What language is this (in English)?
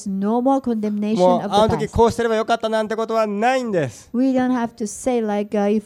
Japanese